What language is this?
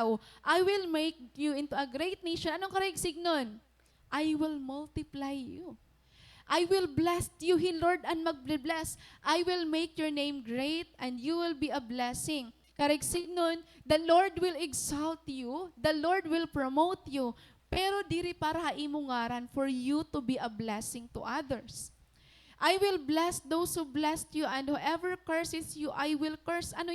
Waray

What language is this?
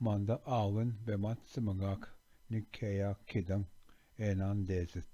Ojibwa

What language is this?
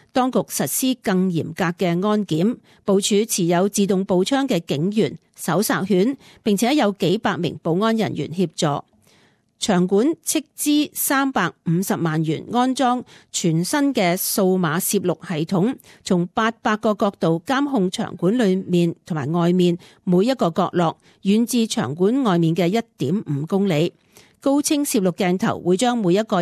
Cantonese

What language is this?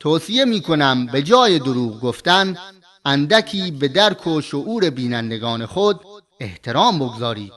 Persian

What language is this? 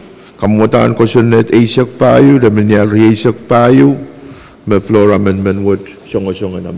Pohnpeian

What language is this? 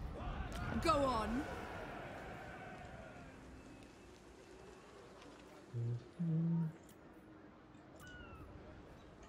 Portuguese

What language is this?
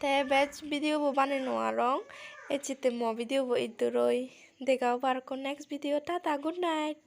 Chakma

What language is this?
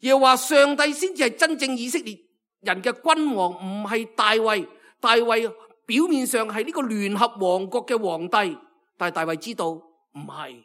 Cantonese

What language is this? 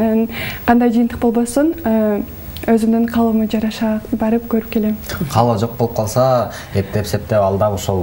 Kyrgyz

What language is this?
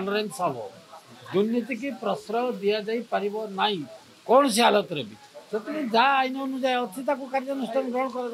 Odia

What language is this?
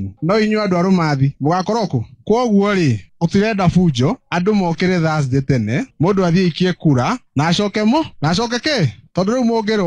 Kikuyu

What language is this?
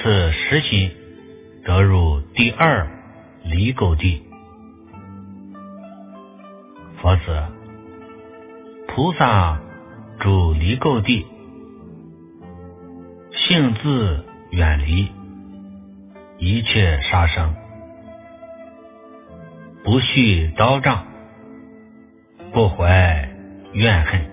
Chinese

